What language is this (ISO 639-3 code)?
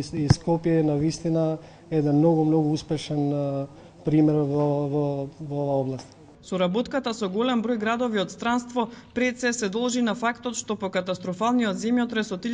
mkd